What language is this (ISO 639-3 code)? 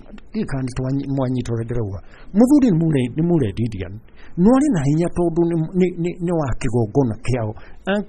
kik